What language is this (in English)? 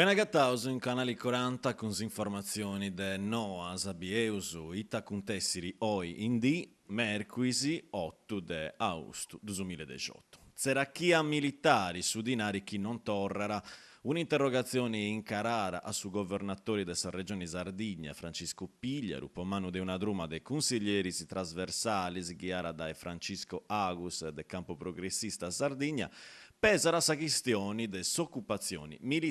Sardinian